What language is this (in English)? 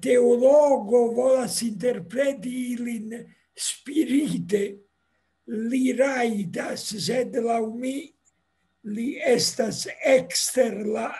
Esperanto